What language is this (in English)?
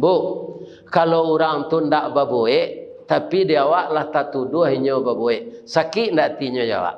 Minangkabau